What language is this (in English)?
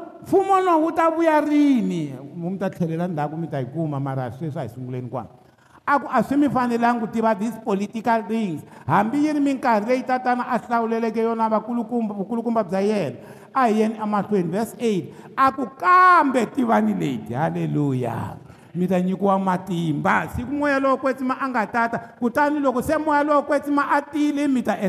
Tsonga